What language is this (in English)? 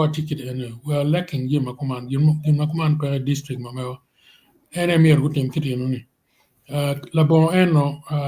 Acoli